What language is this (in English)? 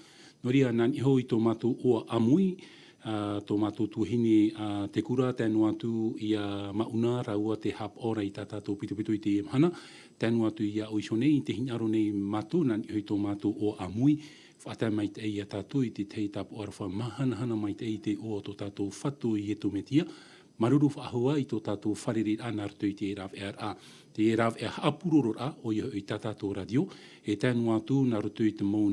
Tahitian